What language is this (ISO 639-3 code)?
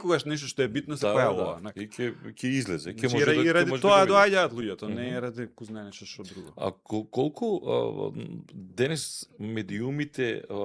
mkd